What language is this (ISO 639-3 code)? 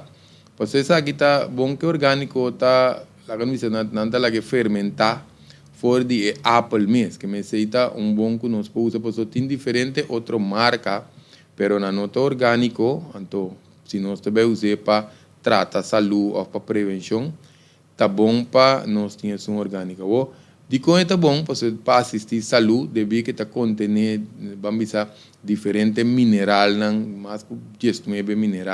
pap